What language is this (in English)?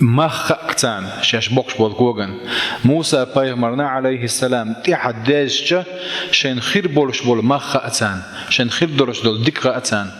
Chechen